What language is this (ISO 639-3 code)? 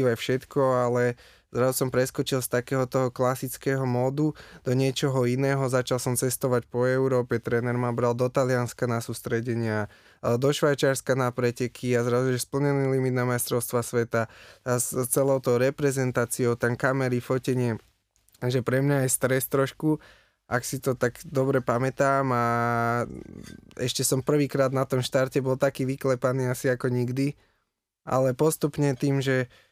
slk